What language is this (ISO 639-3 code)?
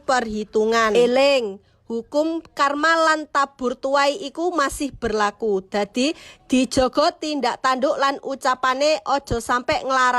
jav